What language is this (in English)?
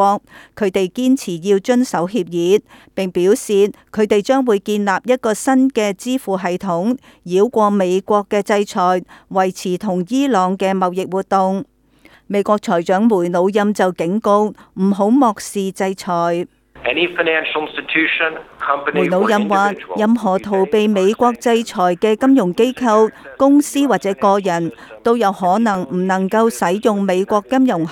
Cantonese